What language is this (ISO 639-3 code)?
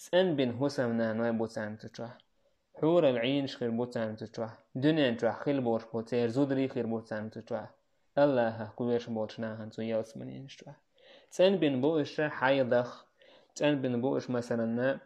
che